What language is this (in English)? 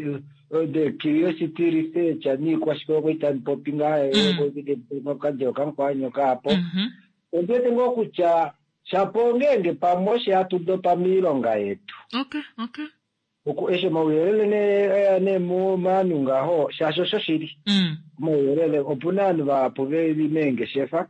Kuanyama